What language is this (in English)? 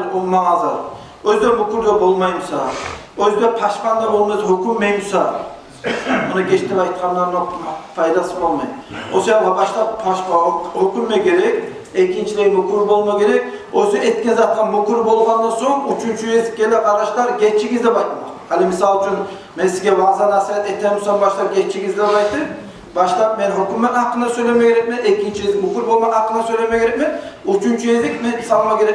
Kumyk